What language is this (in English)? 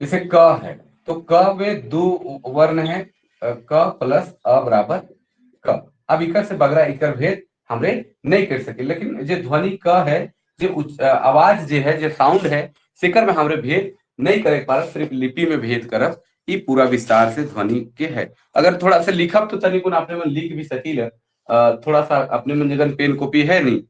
Sadri